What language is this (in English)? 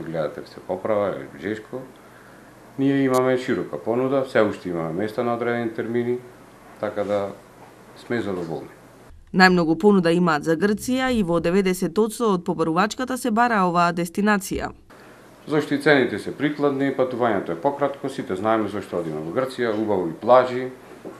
Macedonian